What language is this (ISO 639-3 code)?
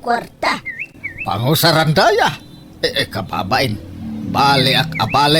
ilo